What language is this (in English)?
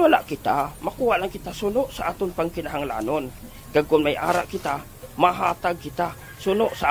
Hiligaynon